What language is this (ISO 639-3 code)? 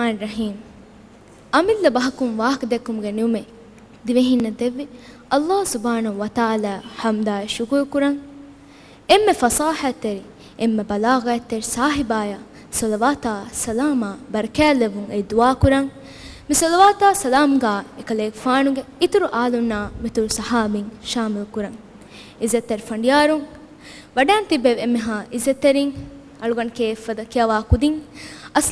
div